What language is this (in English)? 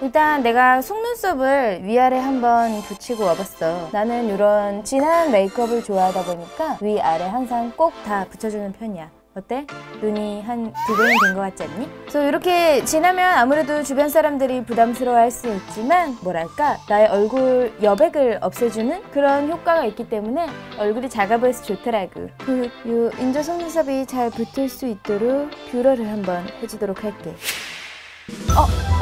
Korean